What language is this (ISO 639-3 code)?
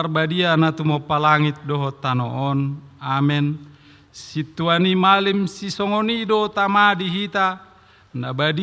bbc